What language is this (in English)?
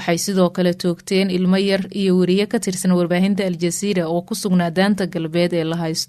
Somali